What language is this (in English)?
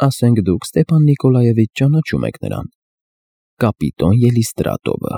Armenian